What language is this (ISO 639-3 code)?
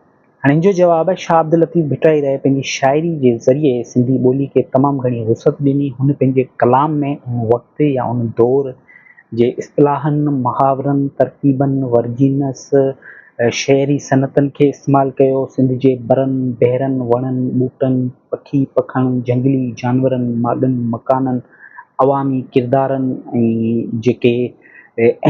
snd